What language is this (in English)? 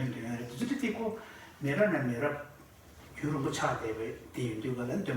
Tibetan